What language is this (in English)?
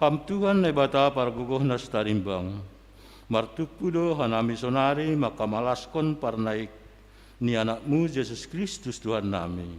Batak Simalungun